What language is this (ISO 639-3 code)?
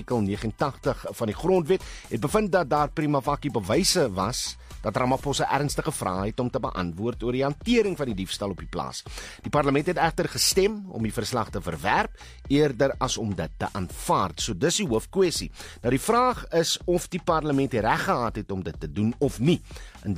afr